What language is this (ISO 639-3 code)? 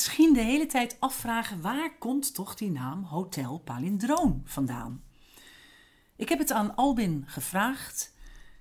nld